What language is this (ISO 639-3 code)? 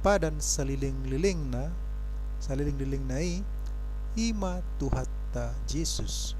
bbc